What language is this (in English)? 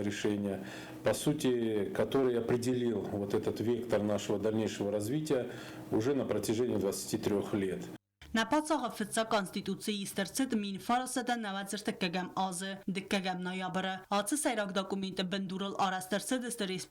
Ossetic